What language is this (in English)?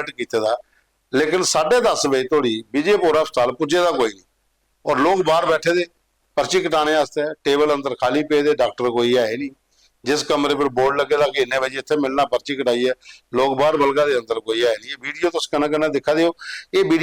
Dogri